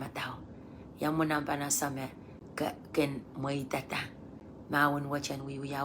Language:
Pohnpeian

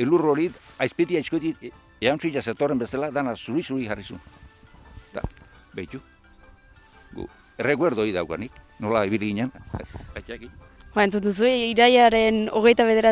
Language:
Basque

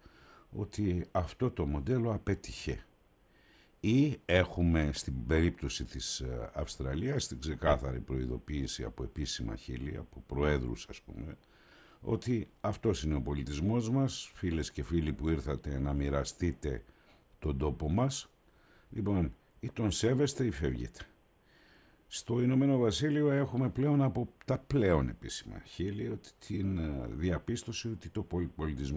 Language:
Greek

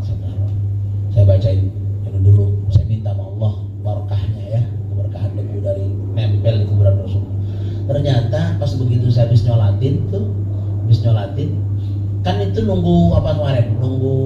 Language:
Betawi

